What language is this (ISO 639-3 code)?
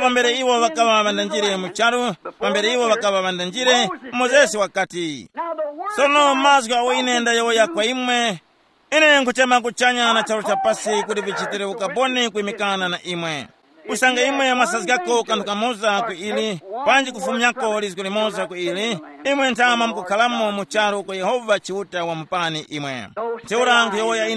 tum